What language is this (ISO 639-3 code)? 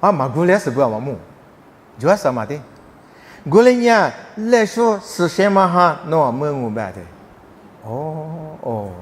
lis